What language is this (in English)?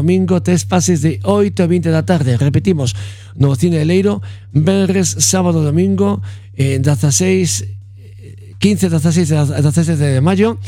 Galician